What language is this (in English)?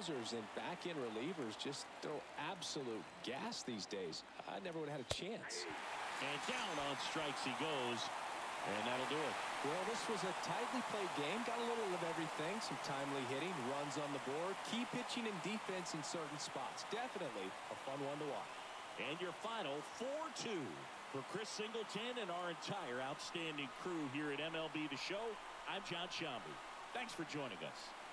English